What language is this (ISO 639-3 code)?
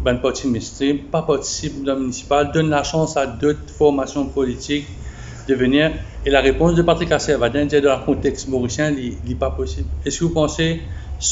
mfe